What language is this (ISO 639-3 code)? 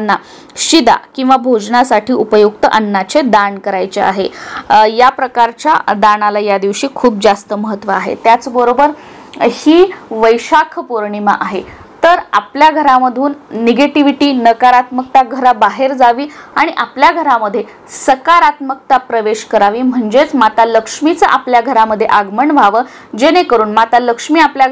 mar